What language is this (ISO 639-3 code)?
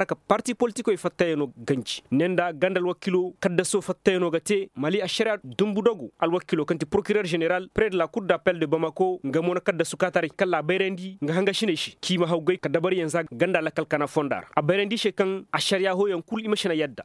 ses